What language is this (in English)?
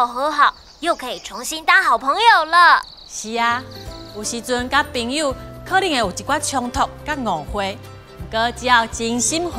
Min Nan Chinese